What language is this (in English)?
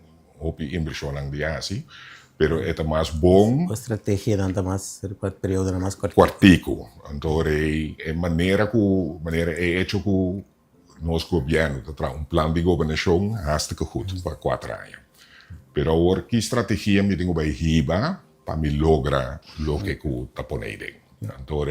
Papiamento